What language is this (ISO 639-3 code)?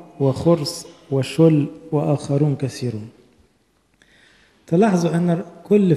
arz